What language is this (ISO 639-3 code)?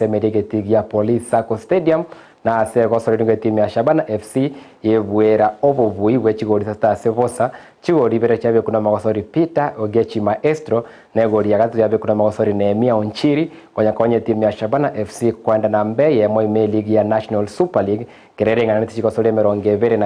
guz